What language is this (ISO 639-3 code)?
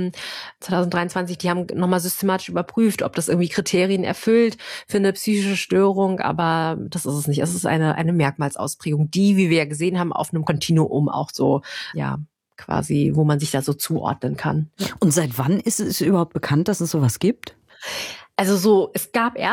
deu